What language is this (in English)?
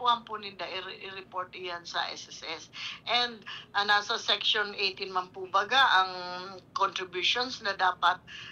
Bikol